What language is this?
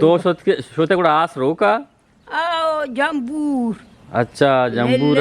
Eastern Balochi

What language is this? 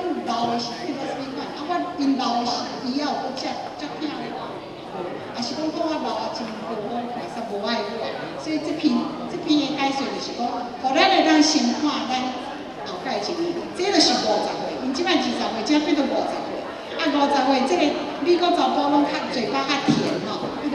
Min Nan Chinese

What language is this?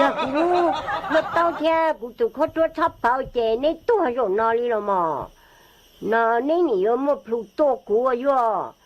Hmong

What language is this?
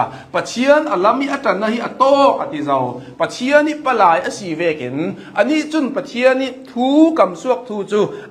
Hakha Chin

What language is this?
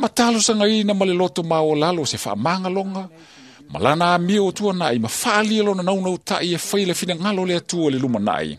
Samoan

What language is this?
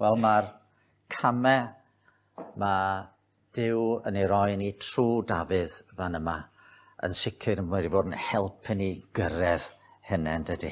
Welsh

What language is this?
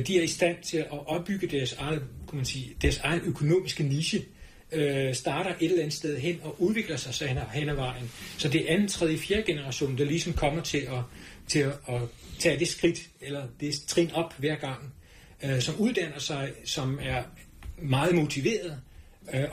Danish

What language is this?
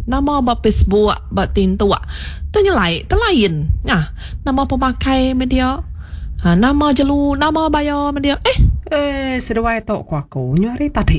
Iban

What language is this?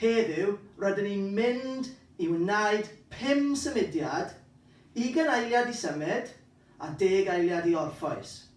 Welsh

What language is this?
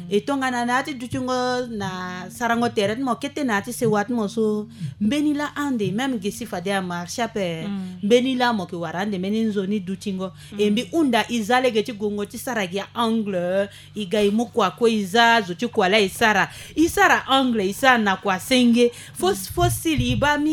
Sango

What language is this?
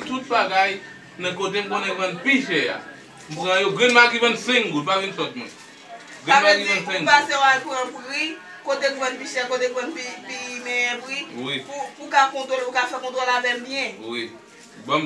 Haitian Creole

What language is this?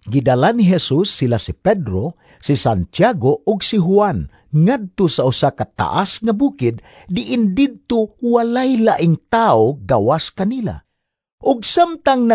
Cebuano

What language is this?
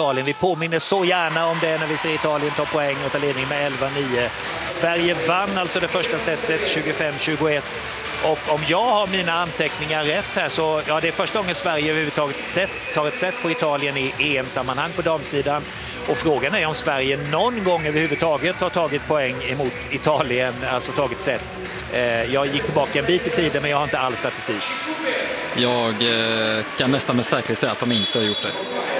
Swedish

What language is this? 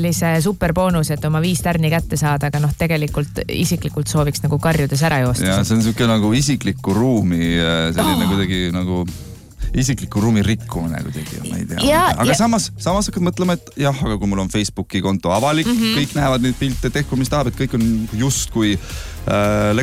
Estonian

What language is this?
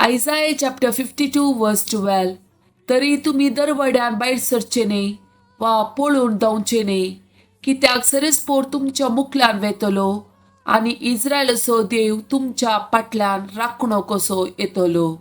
Konkani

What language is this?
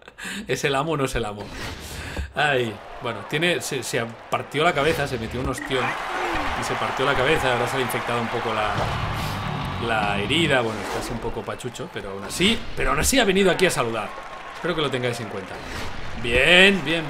Spanish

